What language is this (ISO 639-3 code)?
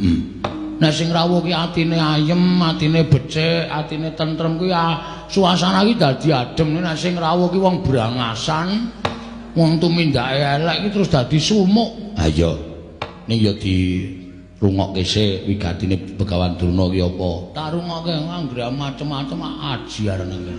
jav